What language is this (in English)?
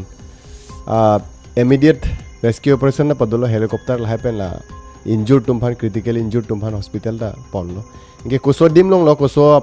Karbi